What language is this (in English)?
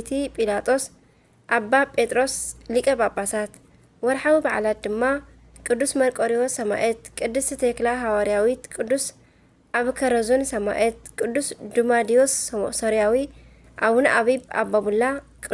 Tigrinya